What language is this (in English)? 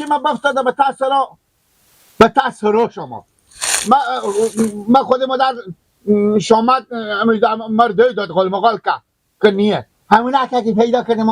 Hazaragi